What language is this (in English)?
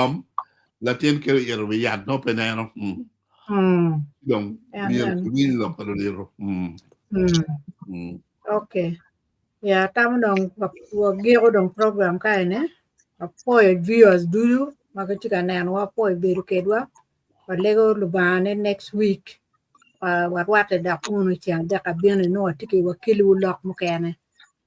Acoli